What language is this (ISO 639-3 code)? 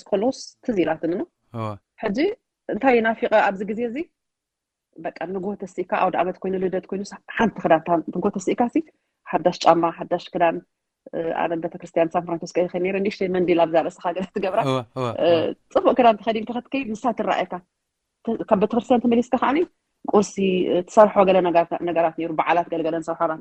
tir